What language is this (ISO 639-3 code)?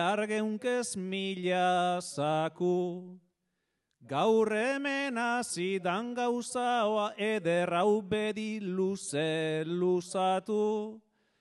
eus